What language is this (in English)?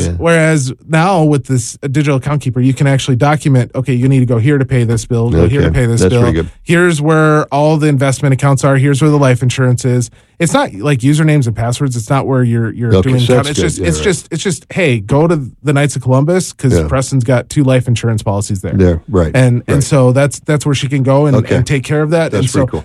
English